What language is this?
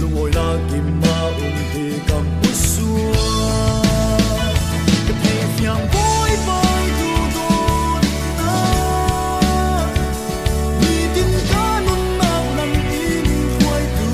Falam Chin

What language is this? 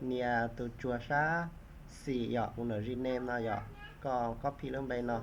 Hmong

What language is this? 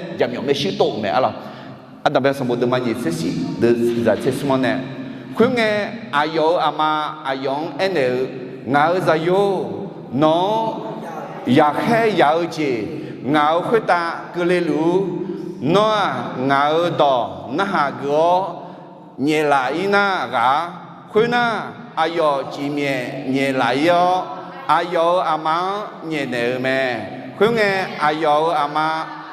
Akha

